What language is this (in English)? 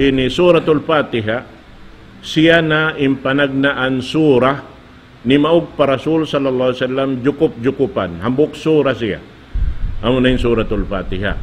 Tausug